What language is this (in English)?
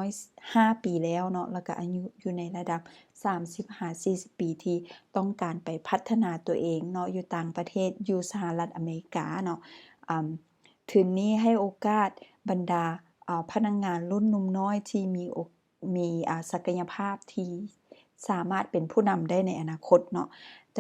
Lao